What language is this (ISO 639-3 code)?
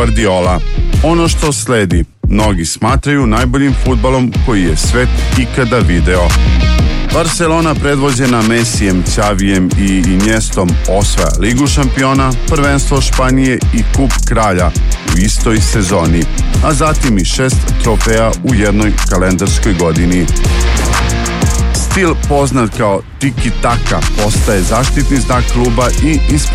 srp